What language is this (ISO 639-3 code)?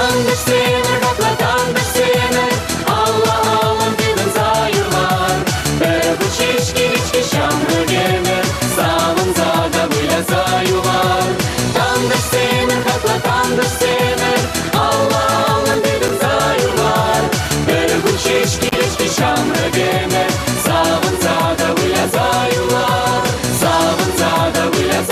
chv